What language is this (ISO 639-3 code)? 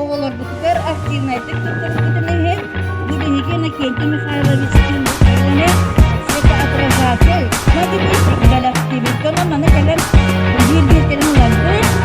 sah